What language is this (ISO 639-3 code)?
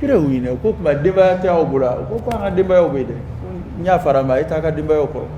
dyu